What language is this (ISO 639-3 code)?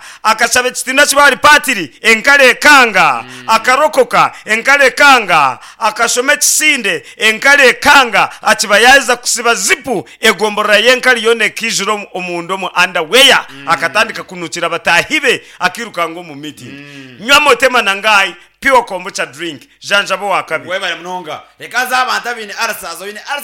nyn